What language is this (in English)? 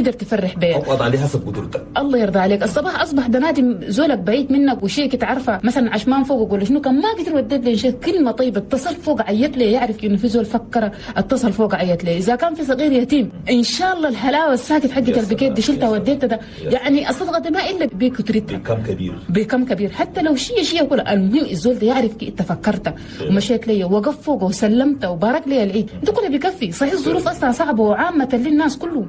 Chadian Arabic